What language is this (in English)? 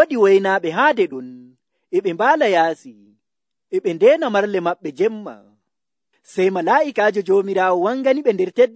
Nigerian Fulfulde